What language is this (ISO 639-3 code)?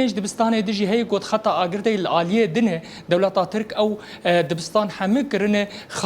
kur